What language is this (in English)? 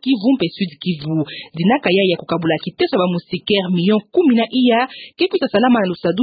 Kituba (Democratic Republic of Congo)